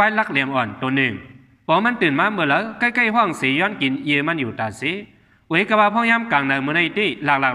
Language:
Shan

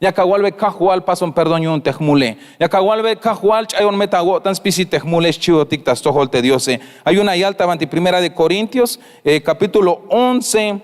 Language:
Tzeltal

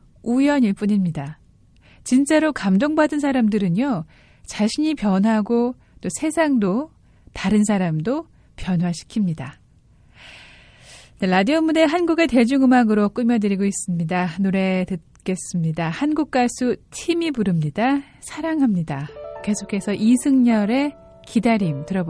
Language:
Korean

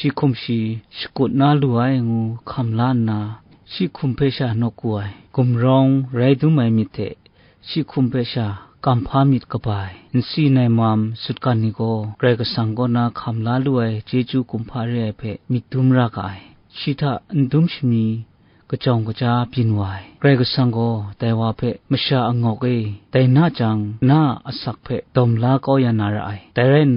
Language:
Kachin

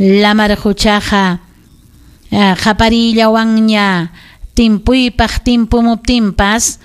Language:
Ayacucho Quechua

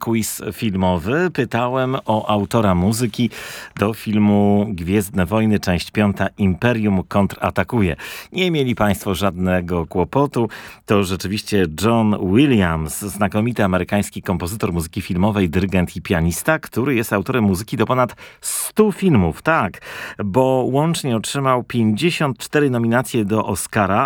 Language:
Polish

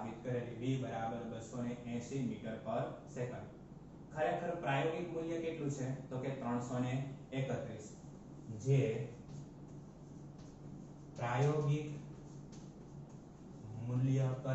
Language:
Gujarati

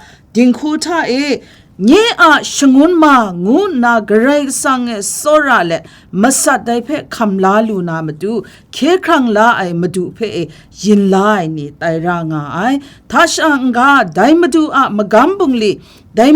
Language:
Kachin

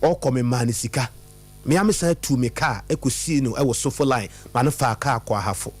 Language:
Akan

